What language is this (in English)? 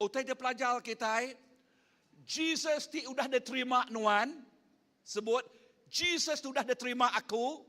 Iban